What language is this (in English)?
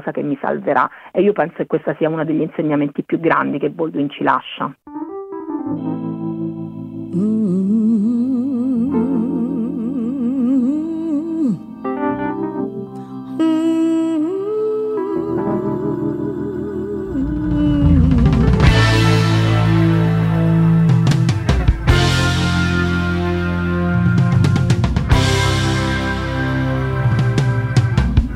Italian